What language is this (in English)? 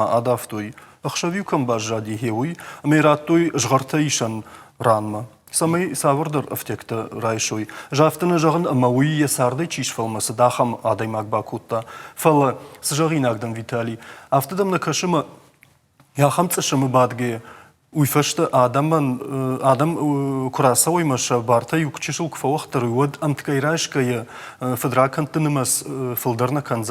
Ossetic